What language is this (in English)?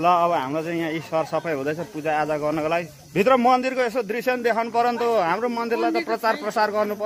Nepali